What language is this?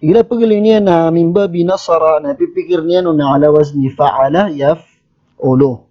Maranao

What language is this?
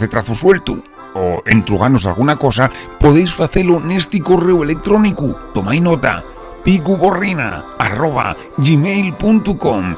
Asturian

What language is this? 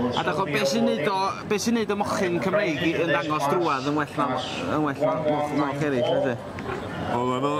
Welsh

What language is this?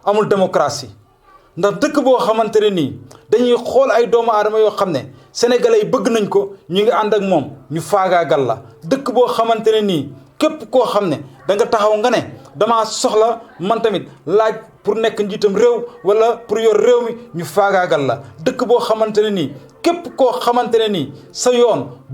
Wolof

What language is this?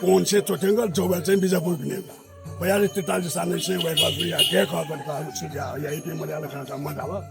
Newari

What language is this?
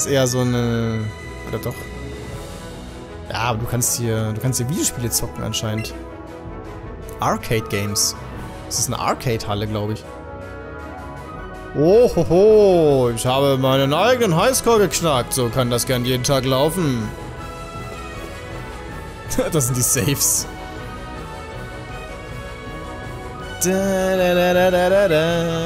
German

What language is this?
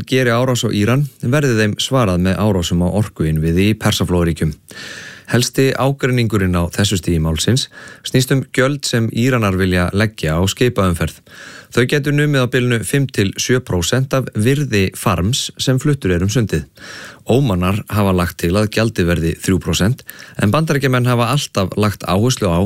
Icelandic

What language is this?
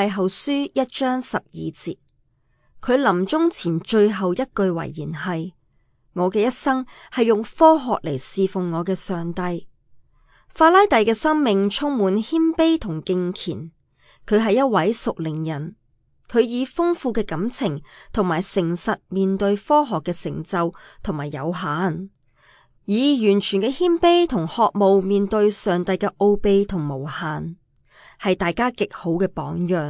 Cantonese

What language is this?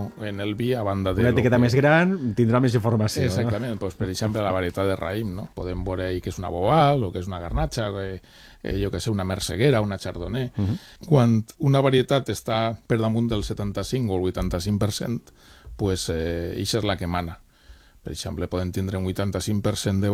Catalan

